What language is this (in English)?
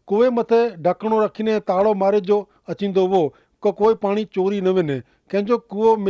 Kachhi